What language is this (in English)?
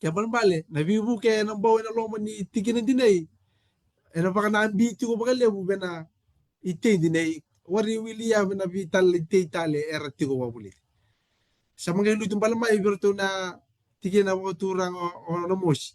Fijian